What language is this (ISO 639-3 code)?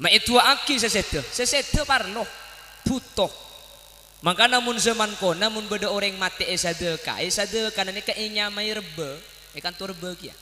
mad